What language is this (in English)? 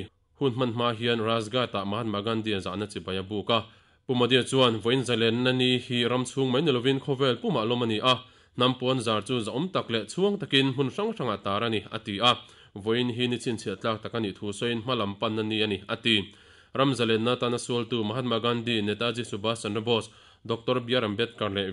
Mizo